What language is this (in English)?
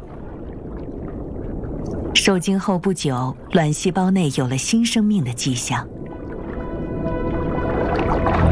Chinese